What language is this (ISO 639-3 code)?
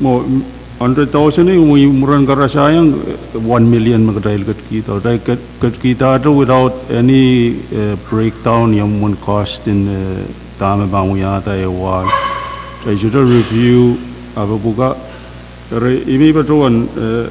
pon